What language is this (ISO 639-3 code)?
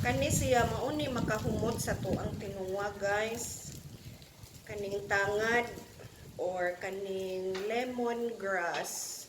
ceb